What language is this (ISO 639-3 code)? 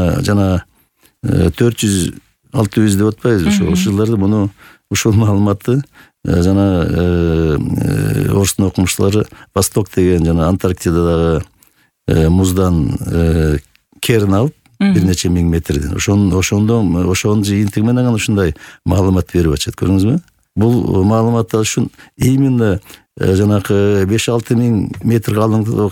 kir